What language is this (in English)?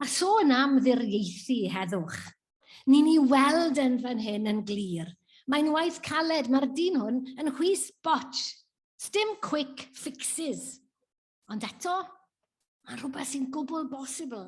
Welsh